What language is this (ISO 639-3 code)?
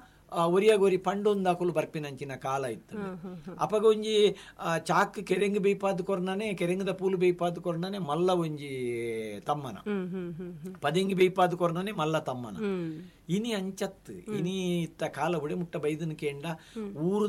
tcy